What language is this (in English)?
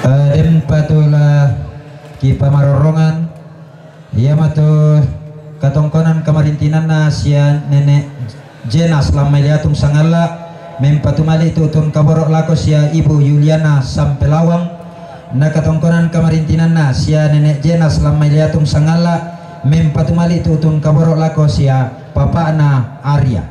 Toraja-Sa'dan